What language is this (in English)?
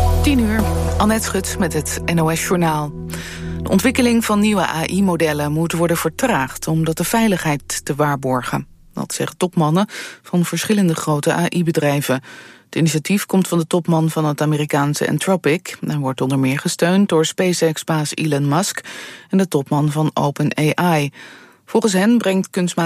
Dutch